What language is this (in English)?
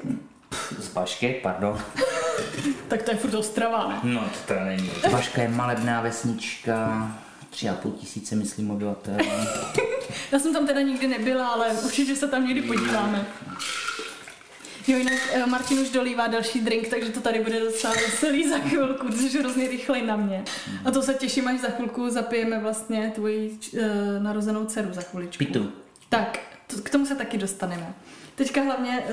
Czech